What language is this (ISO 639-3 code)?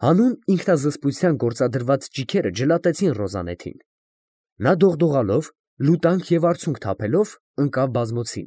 hye